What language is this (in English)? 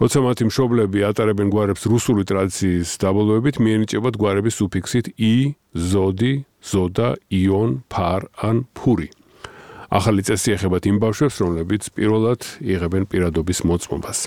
Georgian